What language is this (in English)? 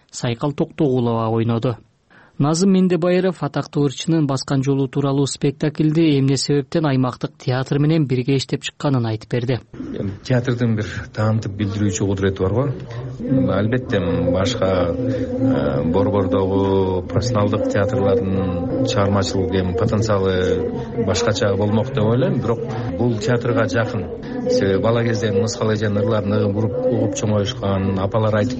Kyrgyz